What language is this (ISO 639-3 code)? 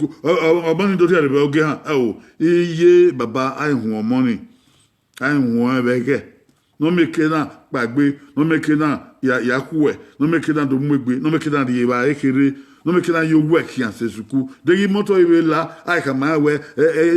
bin